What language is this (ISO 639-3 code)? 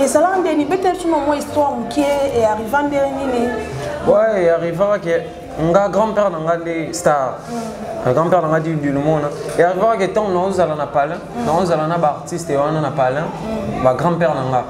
lin